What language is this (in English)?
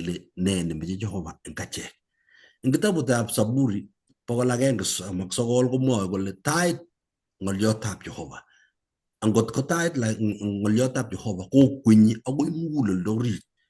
Kalenjin